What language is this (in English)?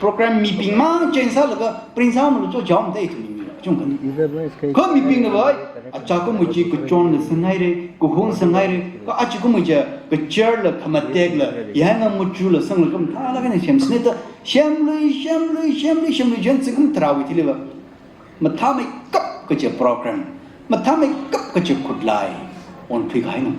Tangkhul Naga (India)